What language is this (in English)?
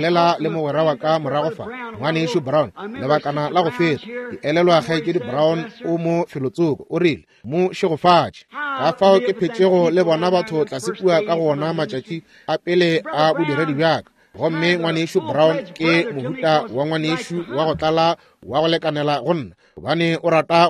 Northern Sotho